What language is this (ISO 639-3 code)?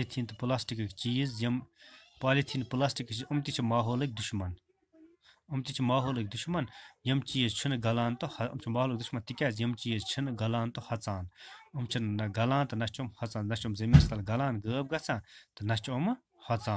kas